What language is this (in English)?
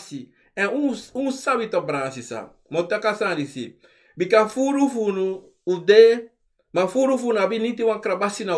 Sranan Tongo